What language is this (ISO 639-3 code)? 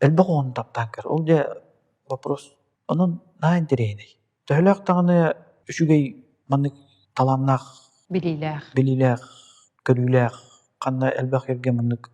sah